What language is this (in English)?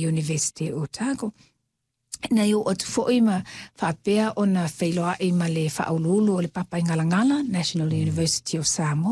Samoan